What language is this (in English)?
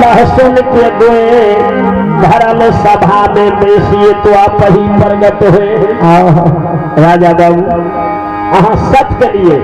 Maithili